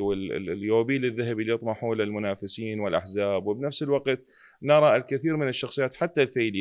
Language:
Mesopotamian Arabic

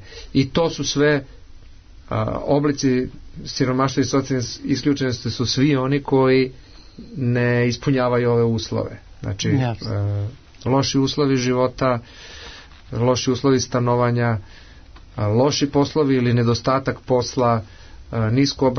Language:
Serbian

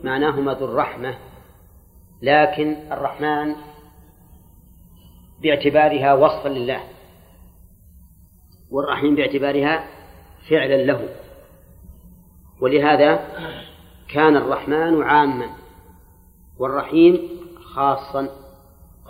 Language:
Arabic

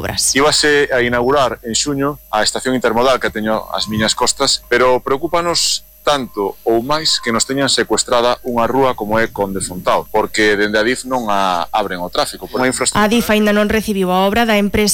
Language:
Galician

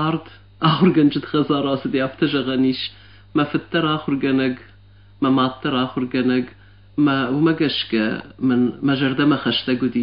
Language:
Ossetic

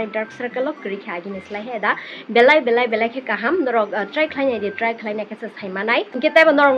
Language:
Kok Borok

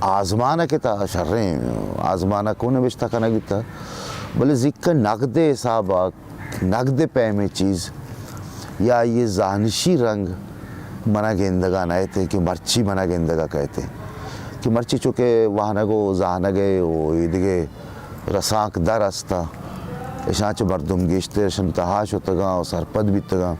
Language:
Baluchi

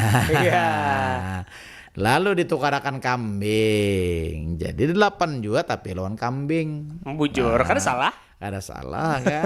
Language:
Banjar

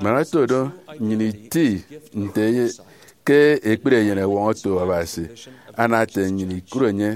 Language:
Efik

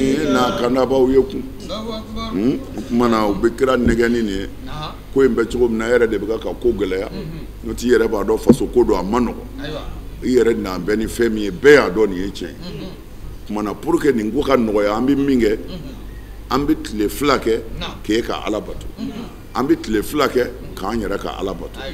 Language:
Bambara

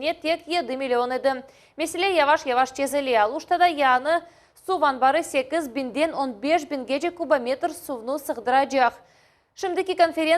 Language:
Crimean Tatar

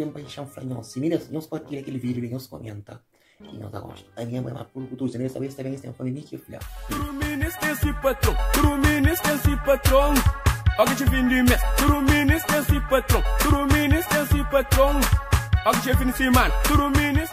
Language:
Kabuverdianu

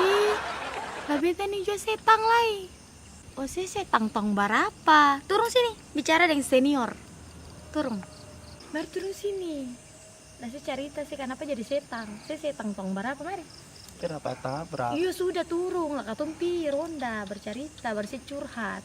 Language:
Ambonese Malay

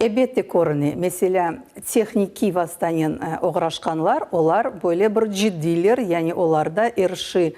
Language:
Crimean Tatar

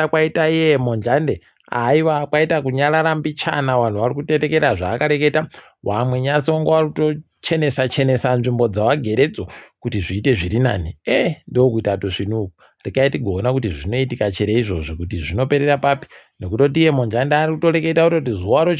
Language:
Ndau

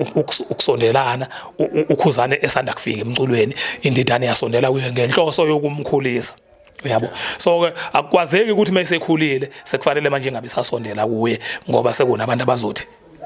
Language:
Zulu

